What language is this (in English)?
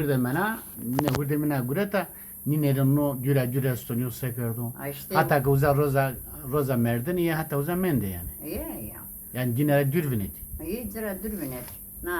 Zaza